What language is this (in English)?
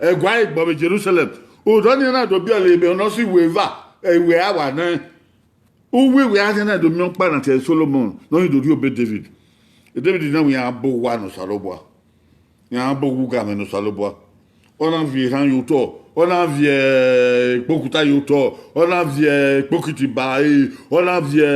Bini